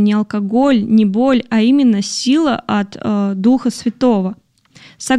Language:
Russian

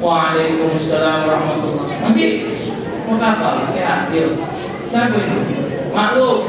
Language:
Musi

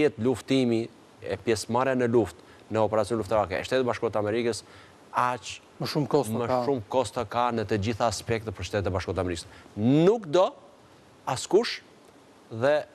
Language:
Albanian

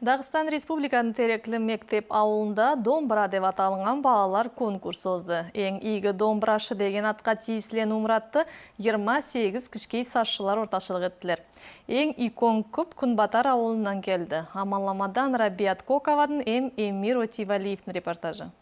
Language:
Nogai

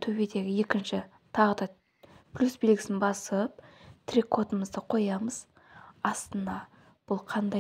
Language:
Kazakh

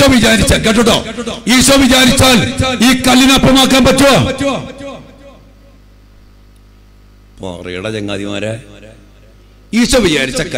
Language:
Malayalam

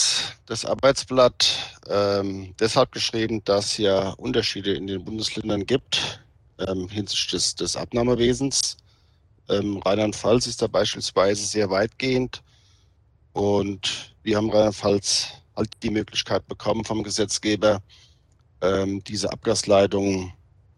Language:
German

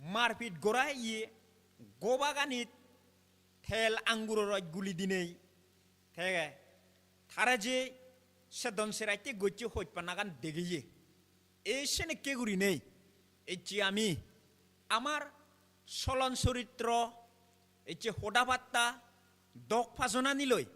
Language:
Chakma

